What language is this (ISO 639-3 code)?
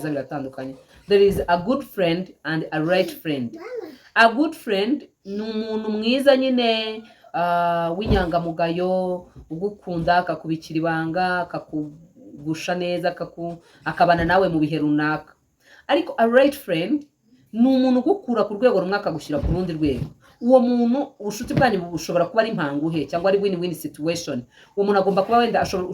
kin